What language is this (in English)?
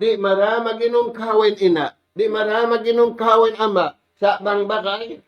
Tausug